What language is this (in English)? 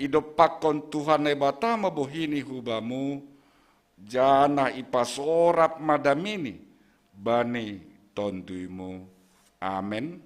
Batak Simalungun